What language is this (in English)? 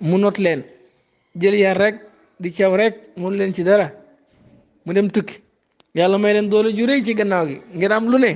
Wolof